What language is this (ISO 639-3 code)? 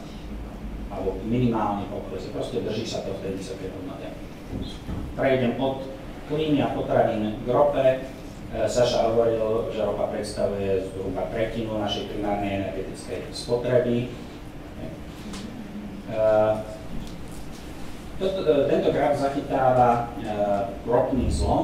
slk